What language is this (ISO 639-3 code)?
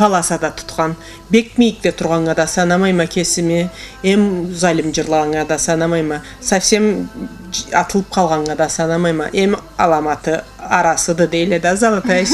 krc